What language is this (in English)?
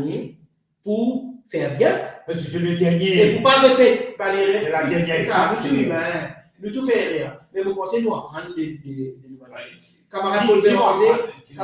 Morisyen